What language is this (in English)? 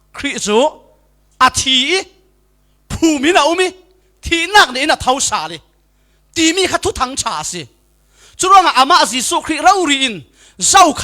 Falam Chin